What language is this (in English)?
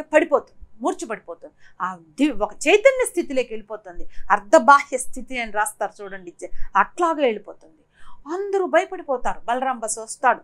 Telugu